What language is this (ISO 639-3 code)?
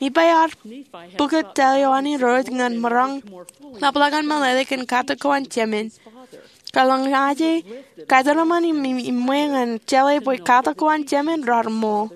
mah